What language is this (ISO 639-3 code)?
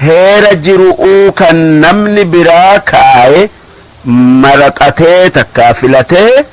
orm